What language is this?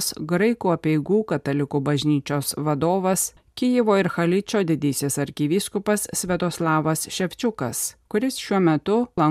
Lithuanian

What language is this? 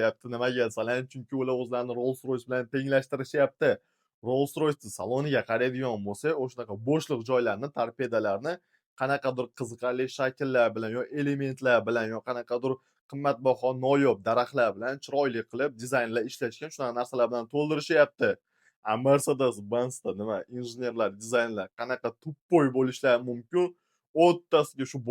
Uzbek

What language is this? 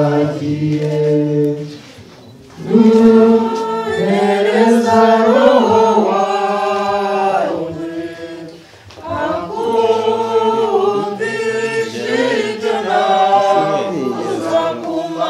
Kinyarwanda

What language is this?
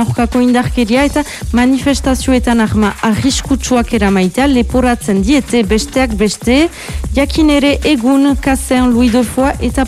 Basque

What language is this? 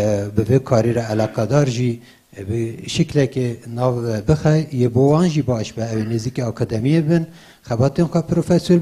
Kurdish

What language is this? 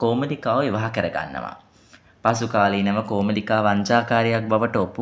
Sinhala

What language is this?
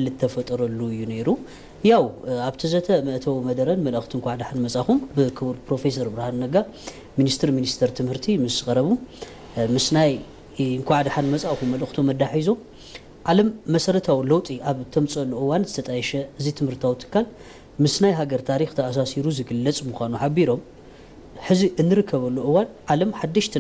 Tigrinya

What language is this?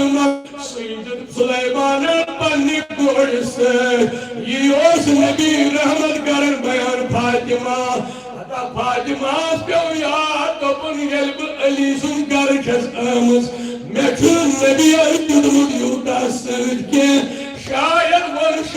Kashmiri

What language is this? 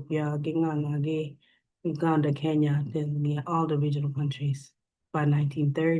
Acoli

